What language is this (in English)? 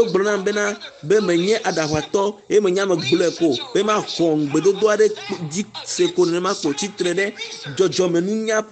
Ewe